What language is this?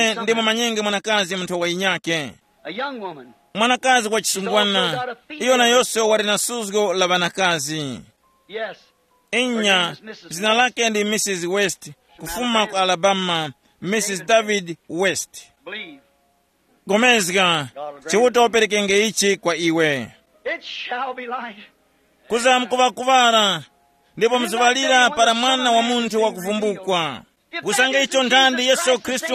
Tumbuka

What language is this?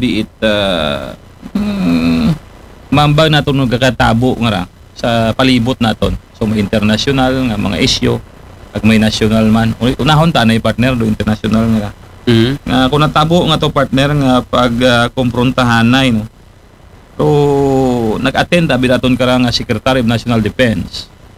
Aklanon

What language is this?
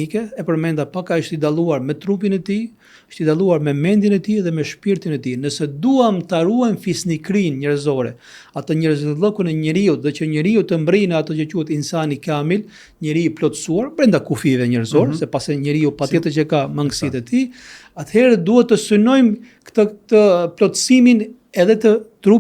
Albanian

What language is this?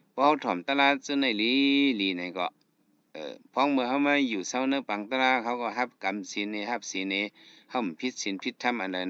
Shan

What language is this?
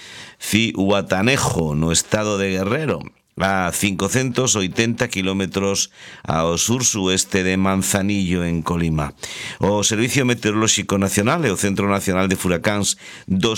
Galician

